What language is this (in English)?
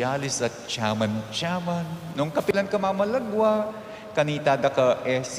Pampanga